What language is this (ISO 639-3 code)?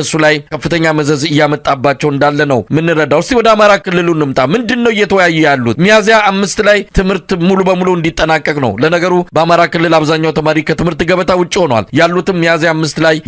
amh